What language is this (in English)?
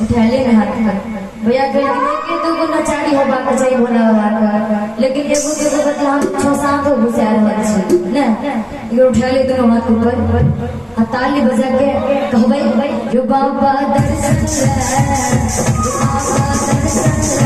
Maithili